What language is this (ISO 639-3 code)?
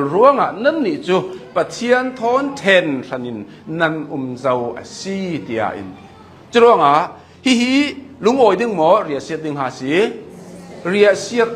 cnh